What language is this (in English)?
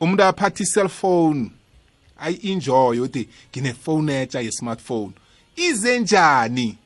South Ndebele